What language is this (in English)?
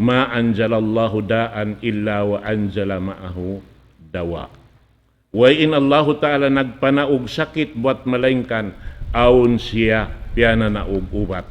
Tausug